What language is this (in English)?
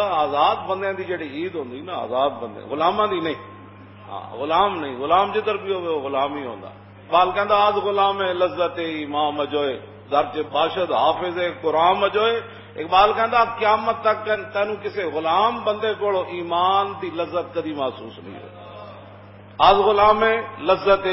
Western Panjabi